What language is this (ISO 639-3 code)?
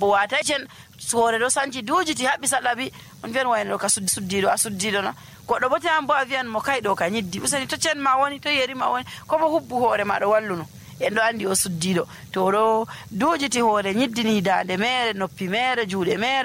fuv